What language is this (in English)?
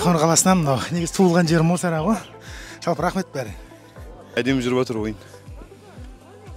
Kazakh